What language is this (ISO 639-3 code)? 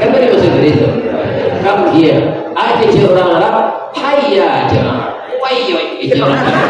min